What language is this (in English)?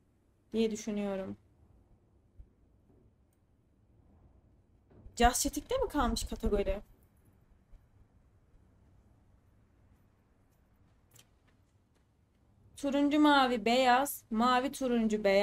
Turkish